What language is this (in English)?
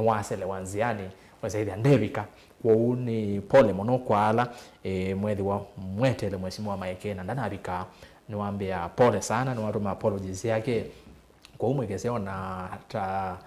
Kamba